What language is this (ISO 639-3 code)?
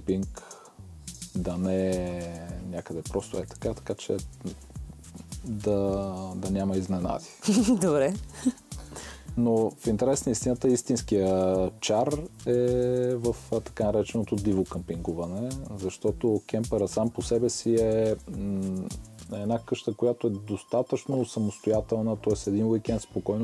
bul